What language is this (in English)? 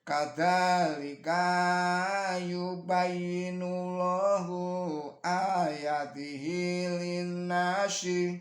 Javanese